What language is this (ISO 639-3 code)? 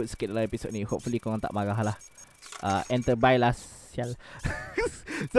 msa